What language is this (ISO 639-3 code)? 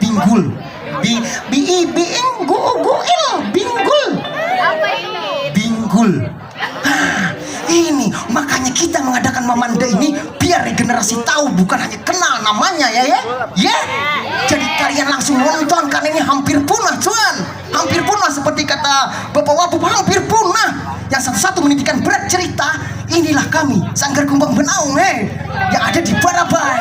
bjn